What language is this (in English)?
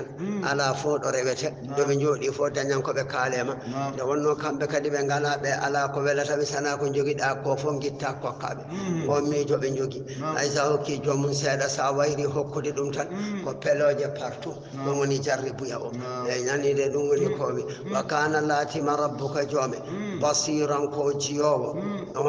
Fula